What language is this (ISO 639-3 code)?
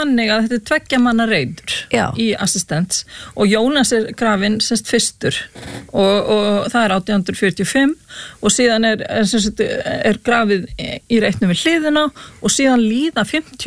isl